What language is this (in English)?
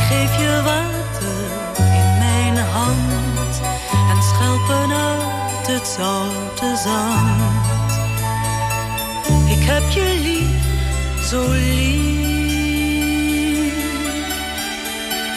Dutch